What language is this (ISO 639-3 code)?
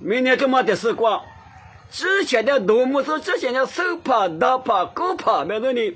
lis